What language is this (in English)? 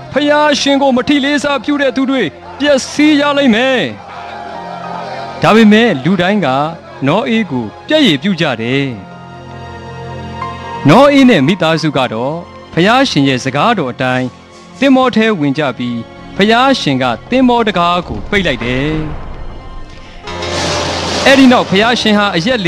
Burmese